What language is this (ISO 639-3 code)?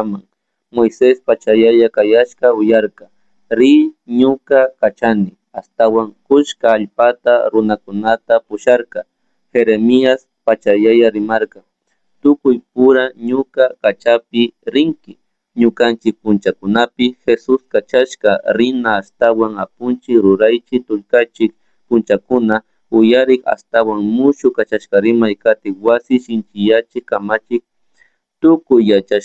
qug